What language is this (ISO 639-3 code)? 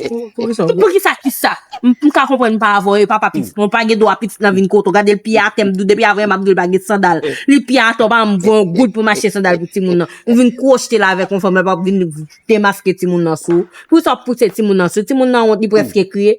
hat